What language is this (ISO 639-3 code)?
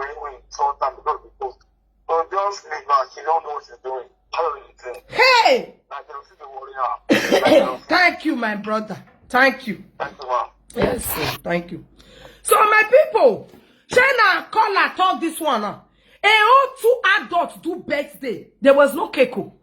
pcm